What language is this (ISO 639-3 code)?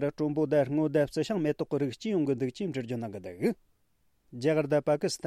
bod